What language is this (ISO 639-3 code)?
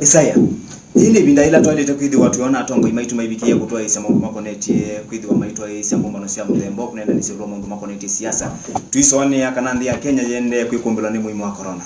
kam